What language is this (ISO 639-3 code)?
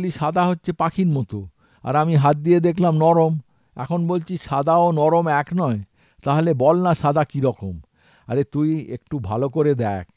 ben